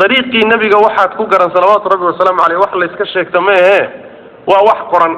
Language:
Somali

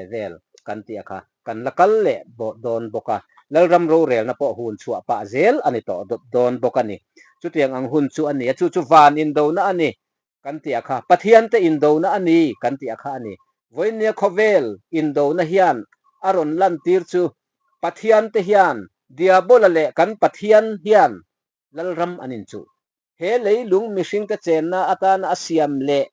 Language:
Mizo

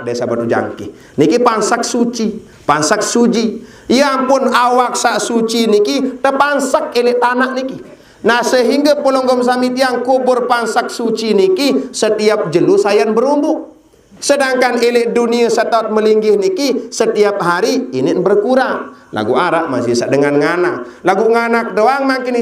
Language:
Sasak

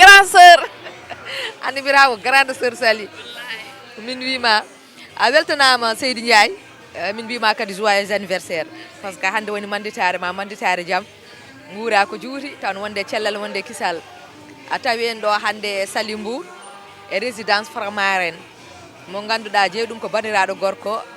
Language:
Fula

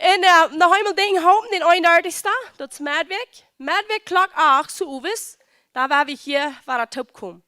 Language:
Plautdietsch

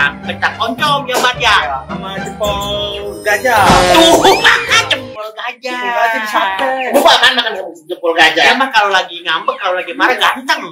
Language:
Betawi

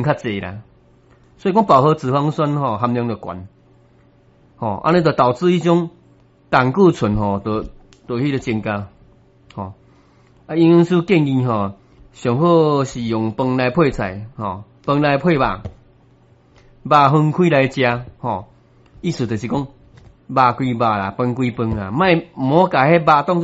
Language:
Min Nan Chinese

